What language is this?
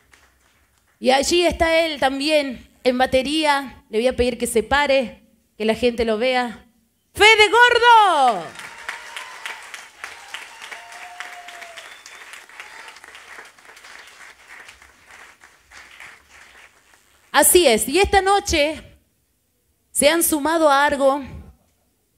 Spanish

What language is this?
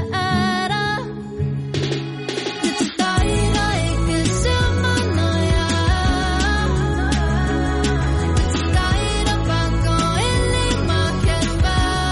Danish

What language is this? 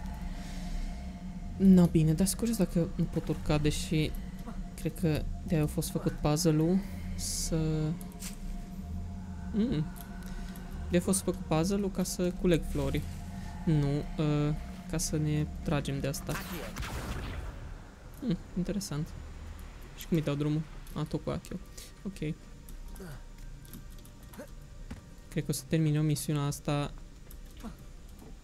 Romanian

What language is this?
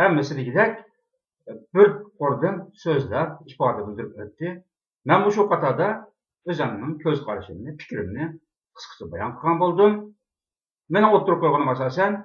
Uyghur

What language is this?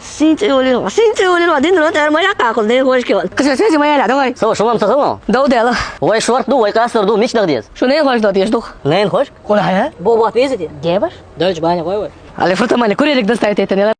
Chechen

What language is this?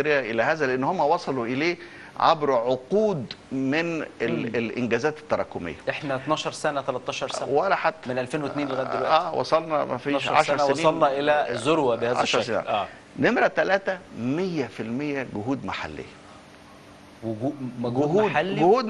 Egyptian Arabic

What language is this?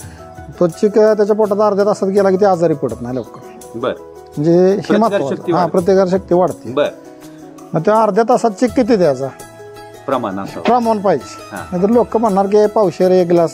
Marathi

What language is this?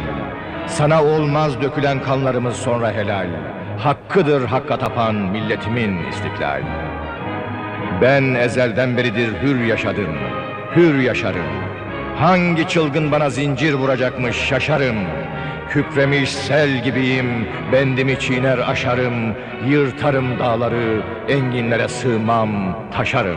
Turkish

